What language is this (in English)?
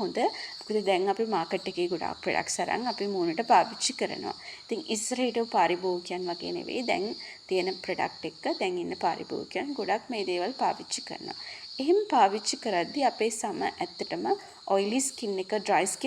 Sinhala